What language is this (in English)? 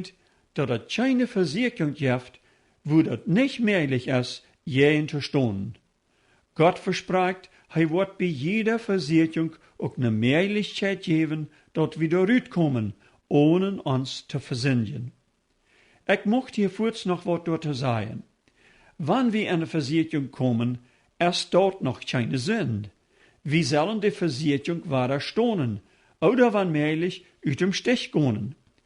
Plautdietsch